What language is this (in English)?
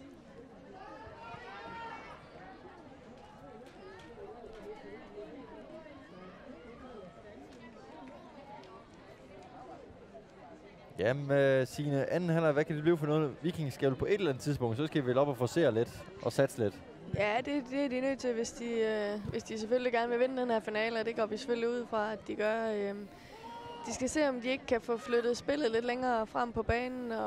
Danish